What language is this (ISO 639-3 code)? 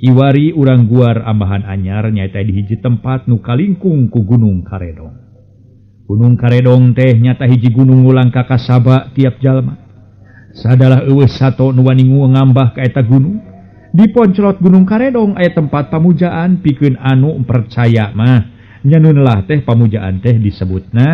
sun